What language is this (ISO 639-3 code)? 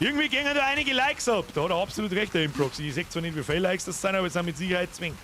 bar